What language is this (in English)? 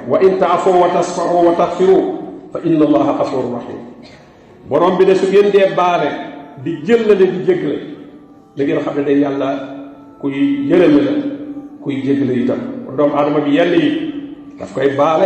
Wolof